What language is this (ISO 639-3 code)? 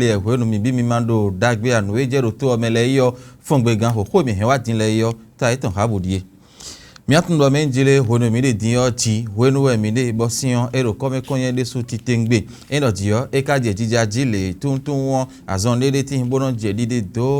fon